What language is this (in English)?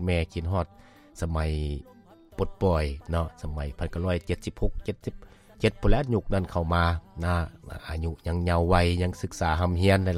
Lao